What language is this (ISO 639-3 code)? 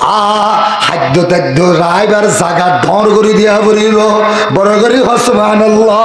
rhg